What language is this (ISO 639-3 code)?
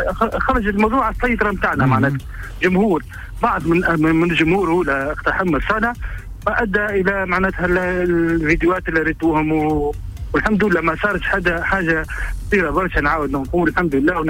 aeb